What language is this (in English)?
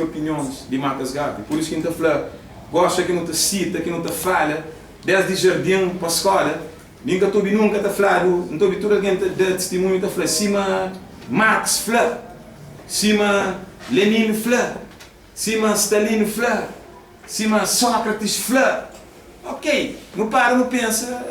Kabuverdianu